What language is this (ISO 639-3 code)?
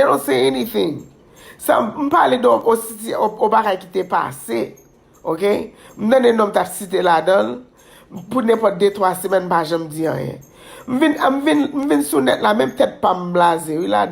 hat